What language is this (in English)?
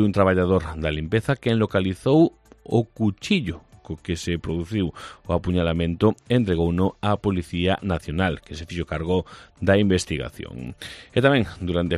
Galician